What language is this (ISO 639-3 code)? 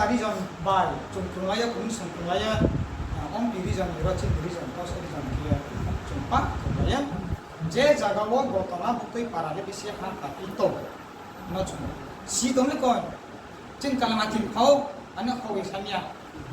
ria